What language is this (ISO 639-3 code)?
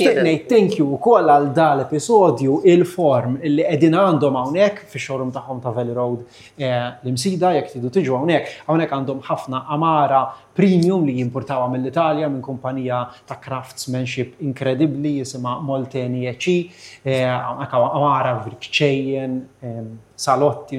mlt